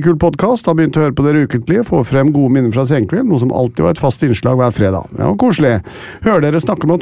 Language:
Norwegian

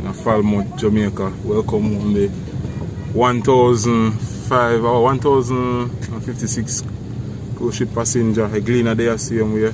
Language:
Jamaican Creole English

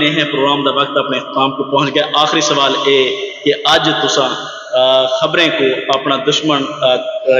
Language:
Saraiki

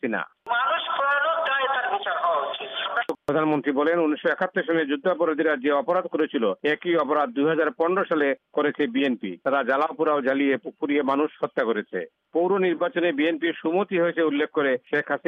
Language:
Bangla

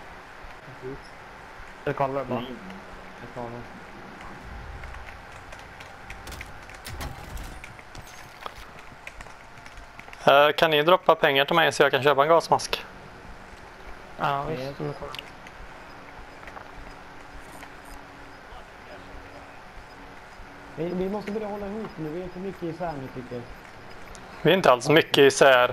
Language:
Swedish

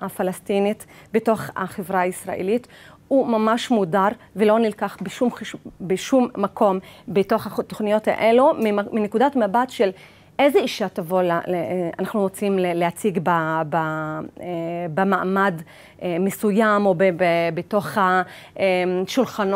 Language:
Hebrew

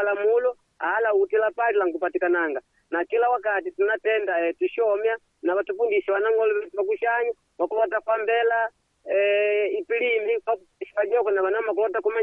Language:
Makonde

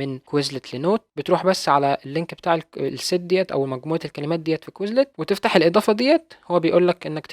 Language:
Egyptian Arabic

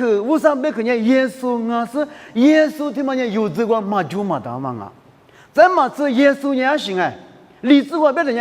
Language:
Lisu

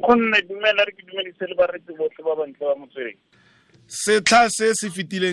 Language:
Tswana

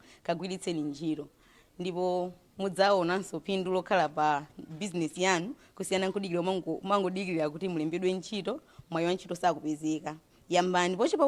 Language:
Nyanja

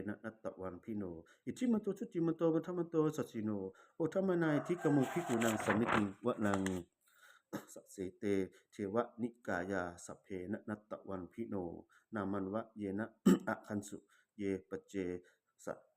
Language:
Pali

